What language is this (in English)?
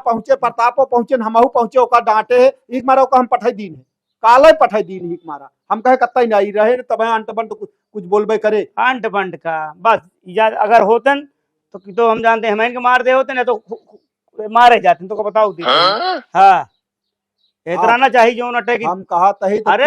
Awadhi